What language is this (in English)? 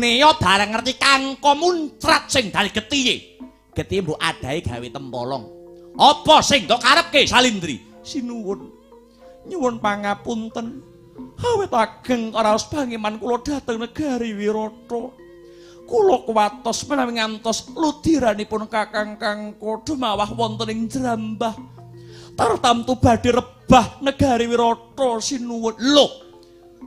Javanese